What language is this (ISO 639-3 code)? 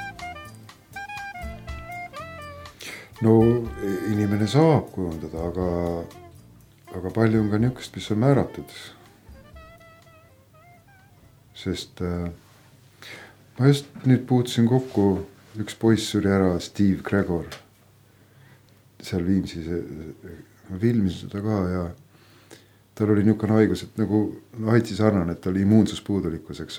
est